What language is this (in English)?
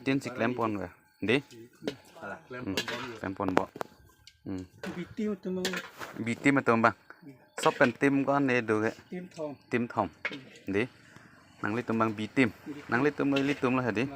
Karbi